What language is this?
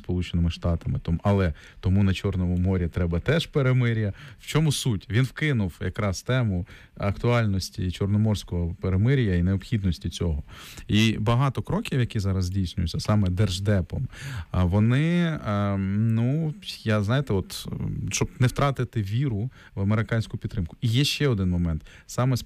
Ukrainian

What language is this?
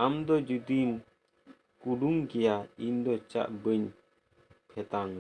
Santali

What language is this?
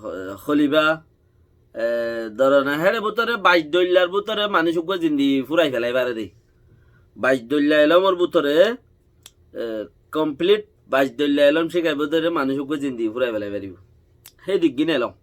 Rohingya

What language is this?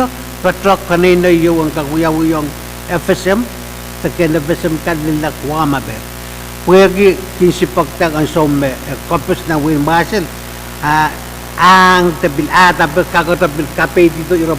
Pohnpeian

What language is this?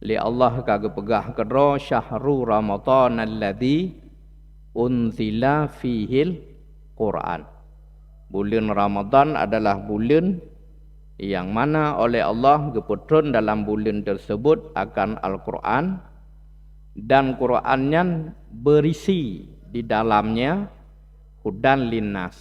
Achinese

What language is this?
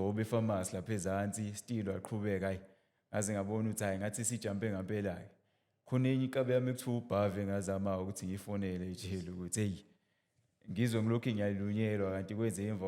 Zulu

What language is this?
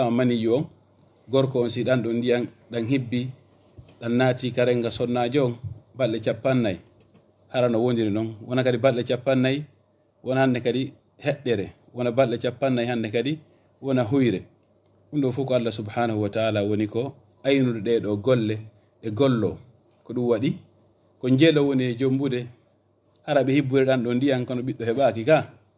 Fula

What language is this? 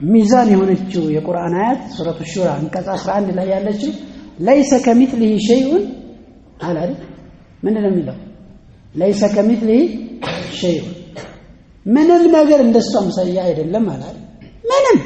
Amharic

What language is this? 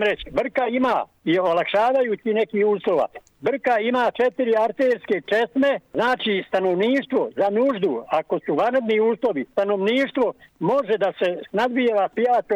Bosnian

